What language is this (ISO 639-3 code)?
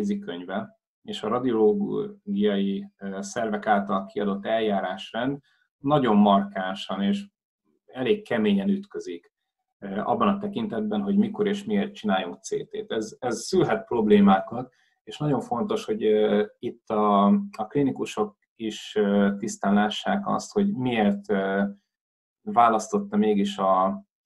hun